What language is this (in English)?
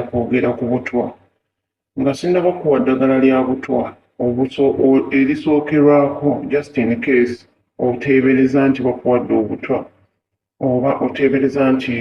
Ganda